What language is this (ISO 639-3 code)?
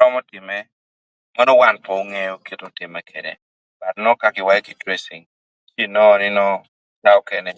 ach